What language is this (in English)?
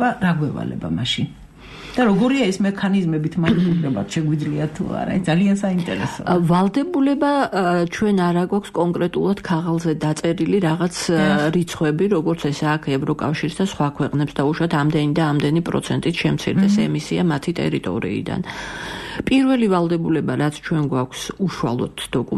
Georgian